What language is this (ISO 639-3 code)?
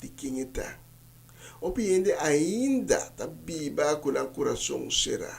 pap